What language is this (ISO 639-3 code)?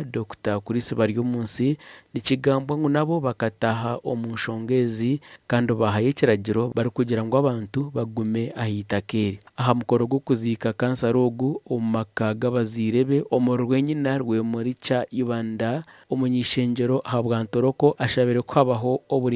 nyn